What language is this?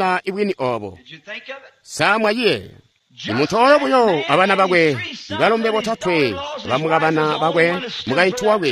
Tonga (Zambia)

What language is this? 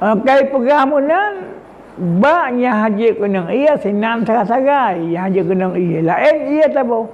Achinese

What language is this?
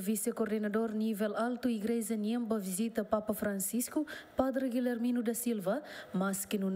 Tetum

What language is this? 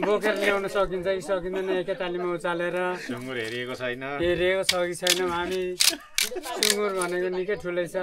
Nepali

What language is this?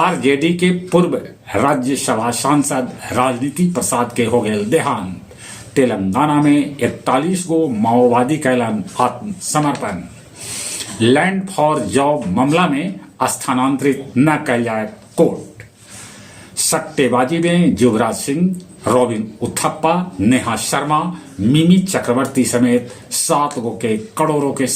Magahi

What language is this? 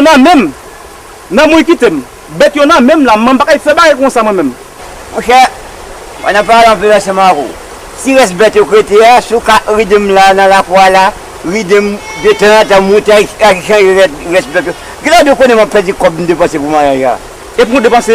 Haitian Creole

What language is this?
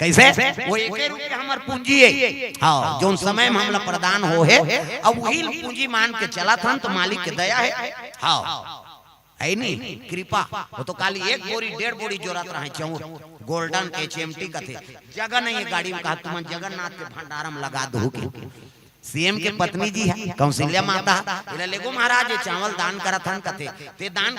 Chhattisgarhi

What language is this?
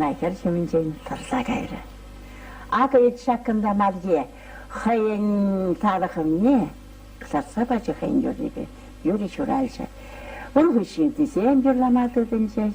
Chuvash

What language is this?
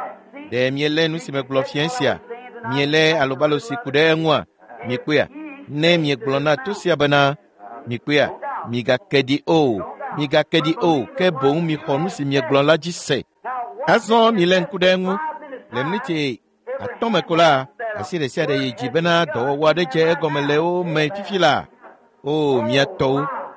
Ewe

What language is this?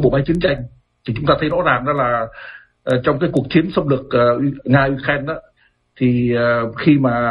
Vietnamese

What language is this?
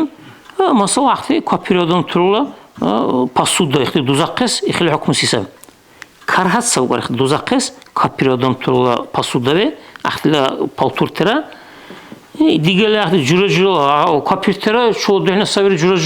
Dargwa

